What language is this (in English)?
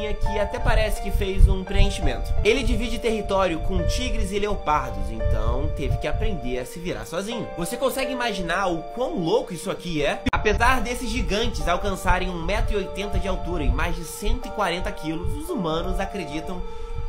Portuguese